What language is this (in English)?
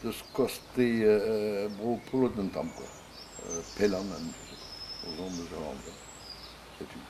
Breton